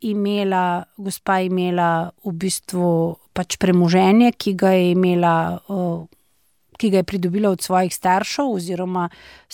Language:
Slovenian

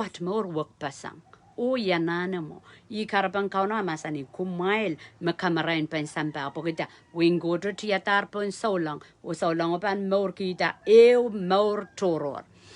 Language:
Pohnpeian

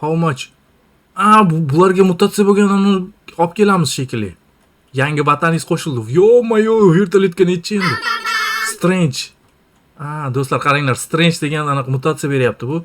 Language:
Uzbek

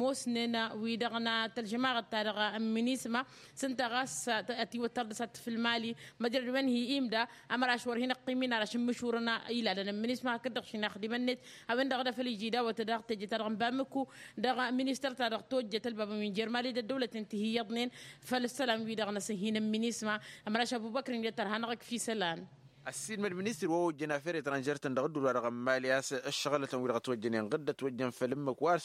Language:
Tamasheq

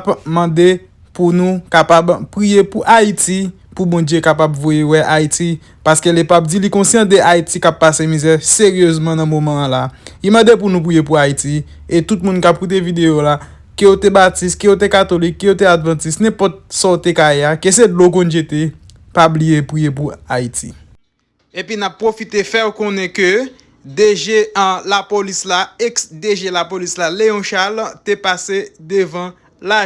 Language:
Haitian Creole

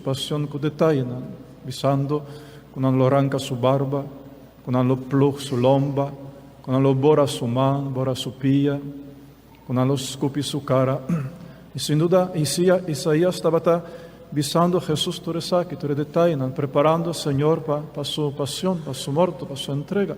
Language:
Papiamento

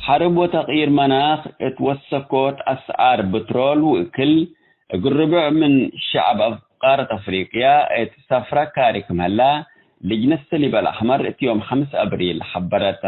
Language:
Tigre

